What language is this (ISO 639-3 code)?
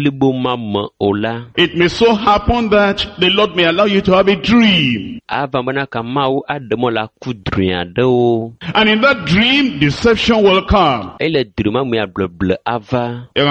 ewe